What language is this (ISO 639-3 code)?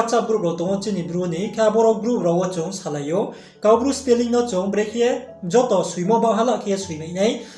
ria